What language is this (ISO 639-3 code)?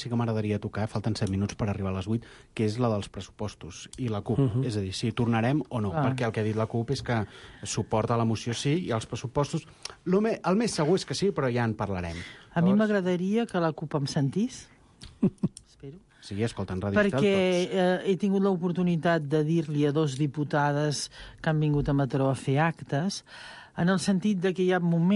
cat